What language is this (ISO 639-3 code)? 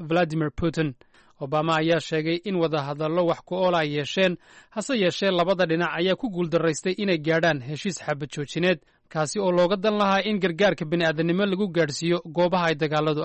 som